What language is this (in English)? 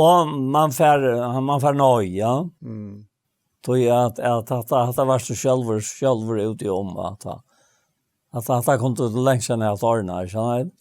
Faroese